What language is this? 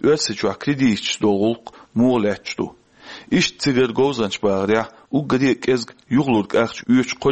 Chechen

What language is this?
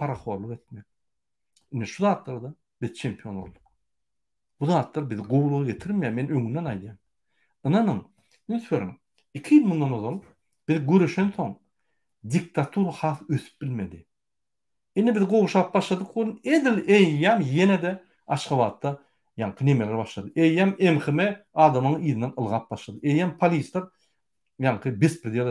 Turkmen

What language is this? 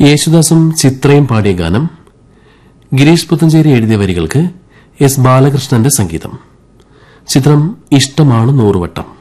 Malayalam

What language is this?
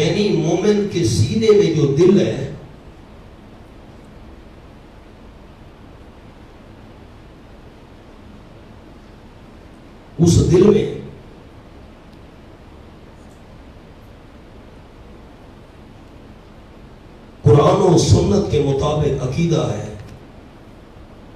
Urdu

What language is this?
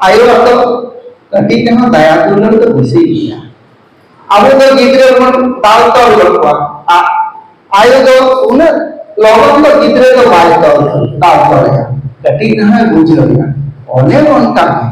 Santali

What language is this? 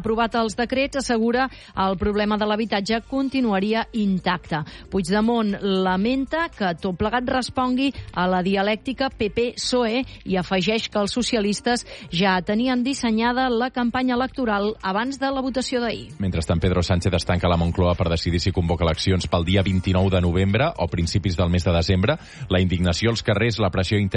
Catalan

